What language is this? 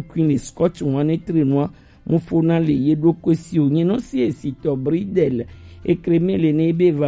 Gen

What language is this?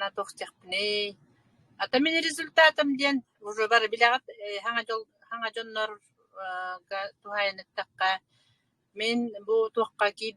Yakut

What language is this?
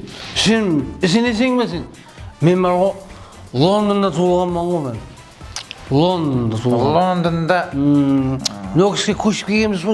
Kara-Kalpak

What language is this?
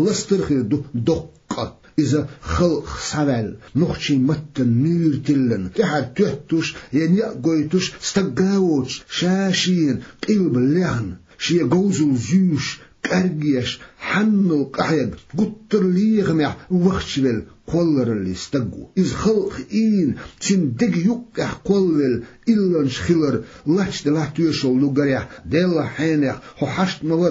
Chechen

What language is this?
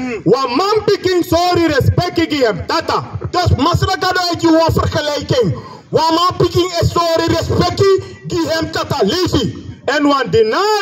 Sranan Tongo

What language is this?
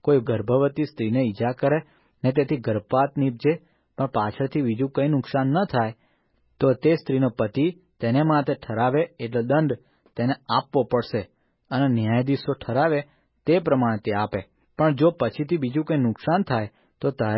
Gujarati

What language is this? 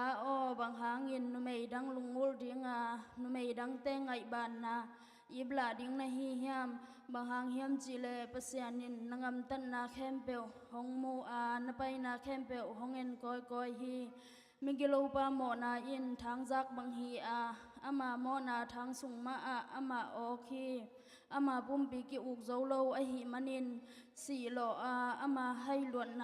Tedim Chin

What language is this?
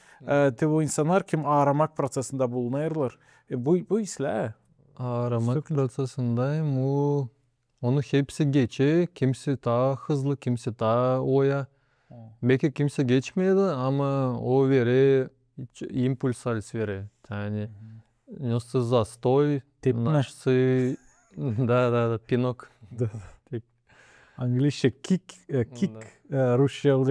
Gagauz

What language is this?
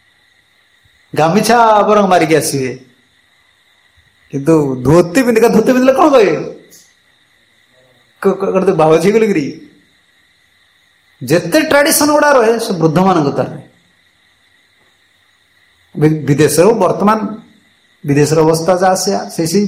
Odia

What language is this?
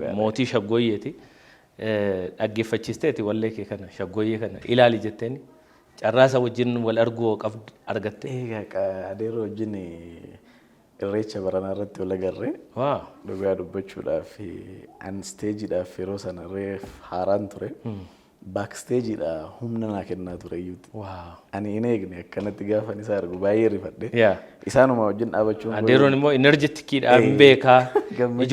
Oromo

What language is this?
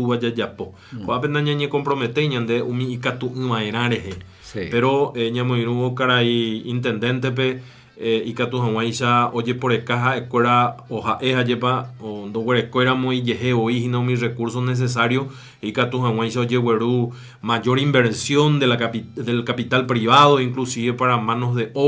Guarani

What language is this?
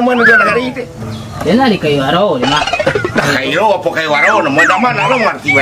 Minangkabau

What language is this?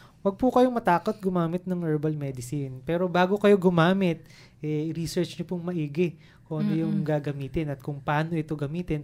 Filipino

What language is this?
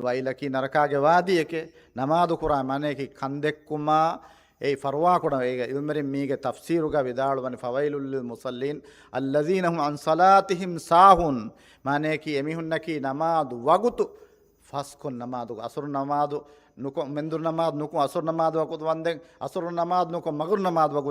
Divehi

